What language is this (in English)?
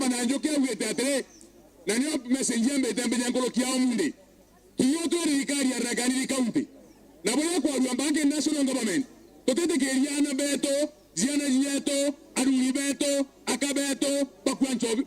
Meru